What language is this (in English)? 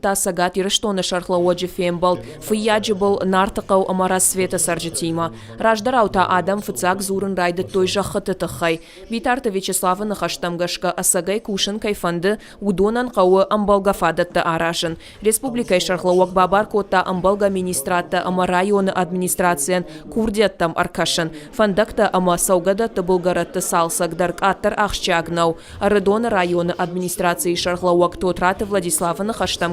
Ossetic